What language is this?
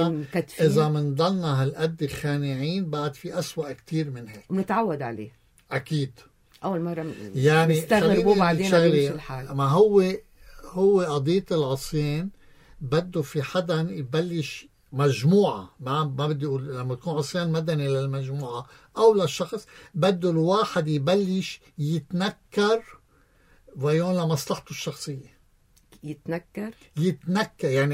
North Levantine Arabic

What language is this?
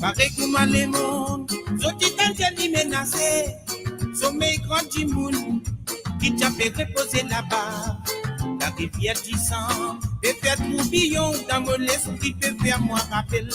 Morisyen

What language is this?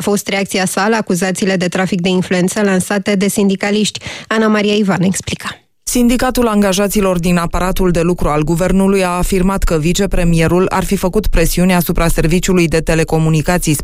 Romanian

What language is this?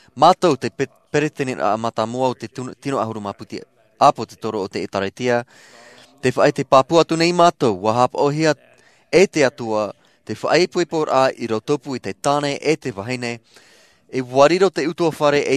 Tahitian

